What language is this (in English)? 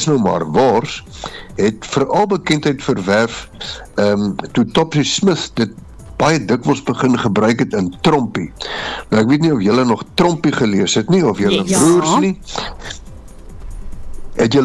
Afrikaans